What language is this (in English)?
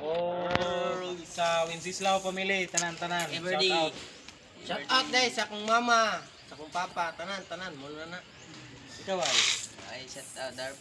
Cebuano